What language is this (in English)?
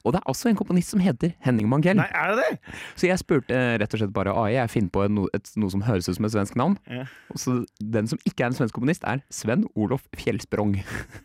Norwegian